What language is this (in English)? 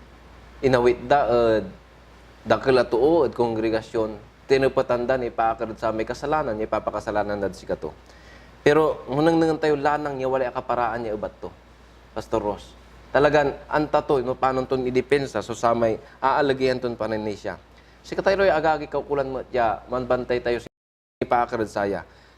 Pangasinan